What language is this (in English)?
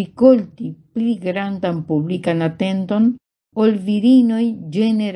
Esperanto